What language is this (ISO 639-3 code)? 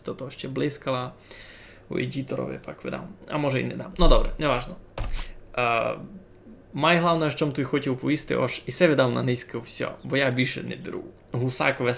rue